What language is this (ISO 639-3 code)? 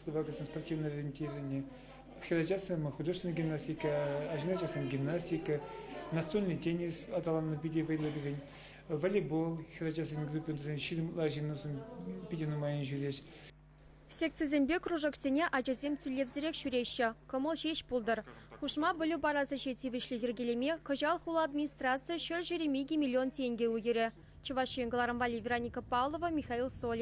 chv